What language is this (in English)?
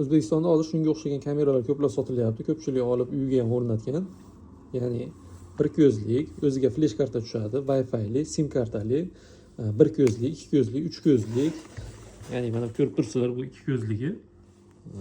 Uzbek